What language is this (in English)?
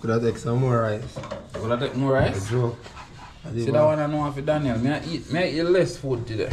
Jamaican Creole English